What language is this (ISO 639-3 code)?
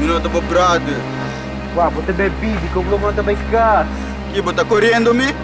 pap